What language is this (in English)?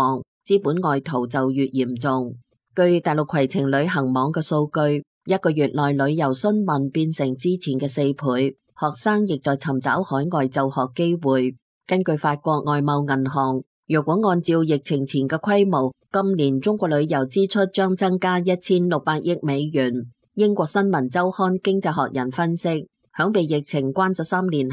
Cantonese